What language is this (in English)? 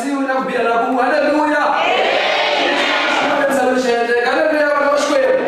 Tsonga